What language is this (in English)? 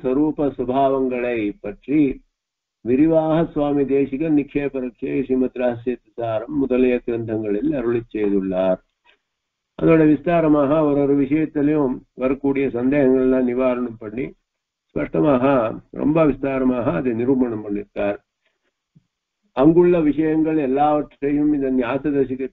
Tamil